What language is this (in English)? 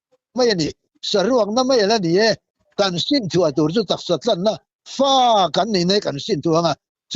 Mizo